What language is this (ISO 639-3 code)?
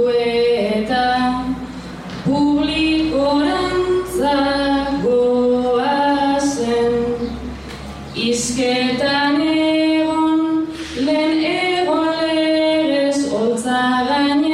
eus